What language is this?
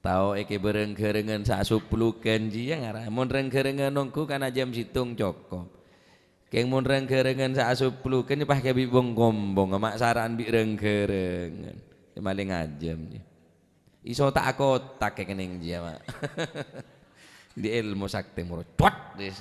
Madurese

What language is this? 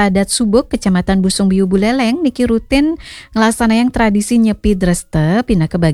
Balinese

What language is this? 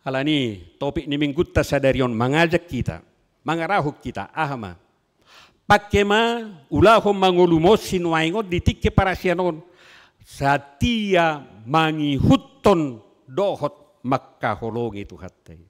Batak Toba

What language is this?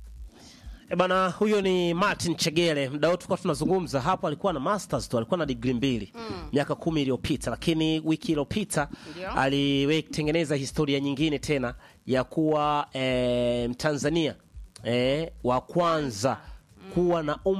Swahili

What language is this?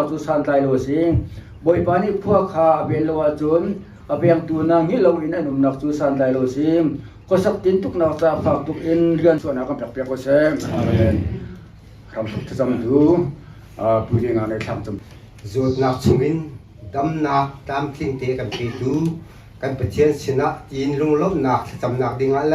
Hakha Chin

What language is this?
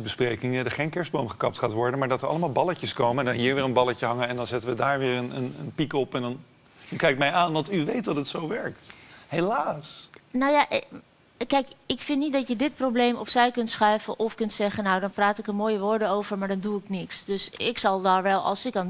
Dutch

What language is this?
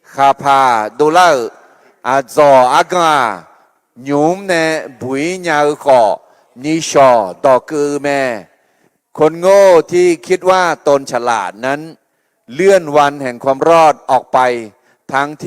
Akha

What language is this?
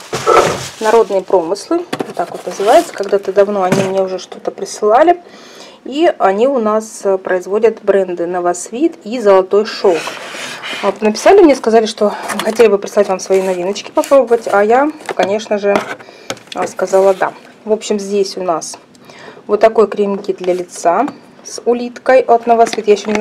Russian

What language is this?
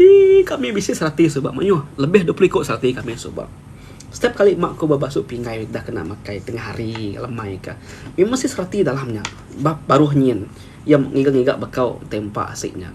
Iban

